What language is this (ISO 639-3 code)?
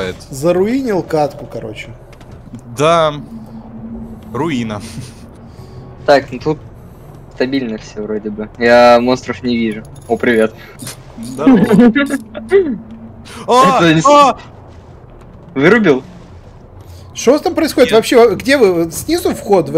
rus